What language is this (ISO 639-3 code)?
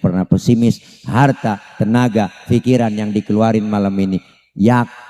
bew